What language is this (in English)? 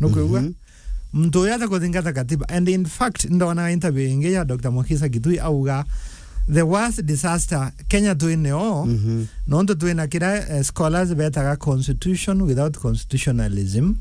Meru